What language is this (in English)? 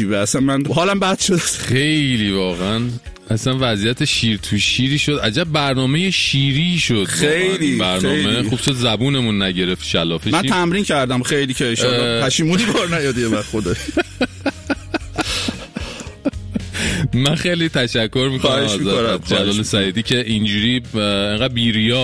Persian